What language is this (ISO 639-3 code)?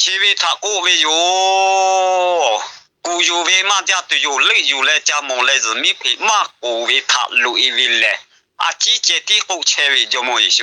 lhu